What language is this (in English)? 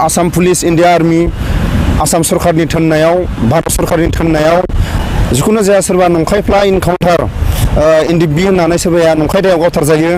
Bodo